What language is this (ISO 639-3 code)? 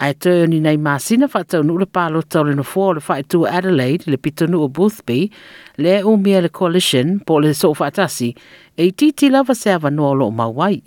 smo